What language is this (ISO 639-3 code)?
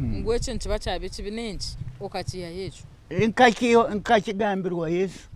nyn